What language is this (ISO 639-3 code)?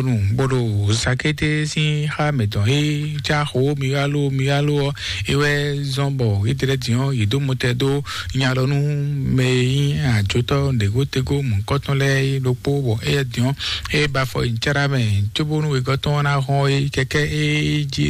fon